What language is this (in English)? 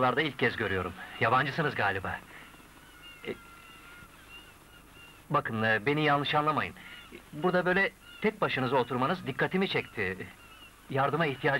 Turkish